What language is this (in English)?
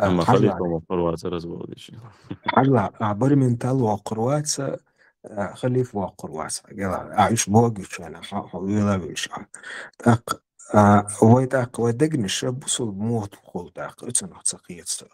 Chechen